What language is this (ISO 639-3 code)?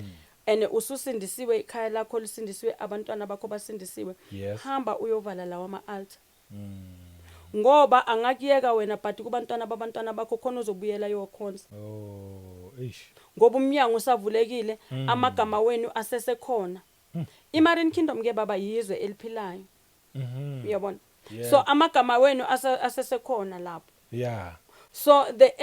zul